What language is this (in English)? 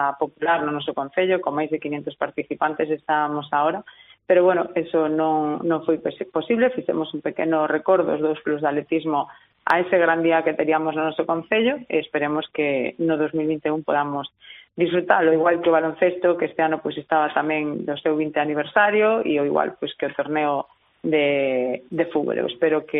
Galician